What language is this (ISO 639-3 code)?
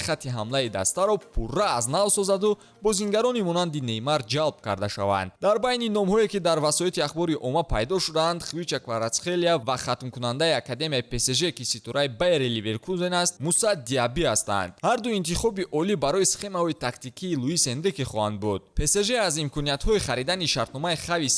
tgk